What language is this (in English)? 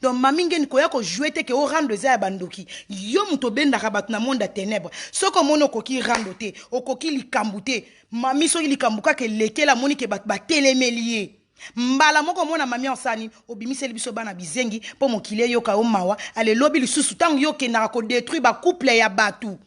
Lingala